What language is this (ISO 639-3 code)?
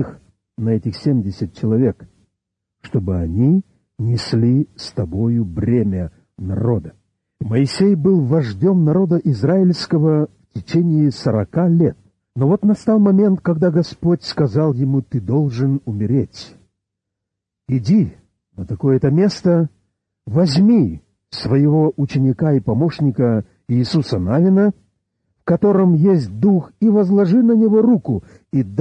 rus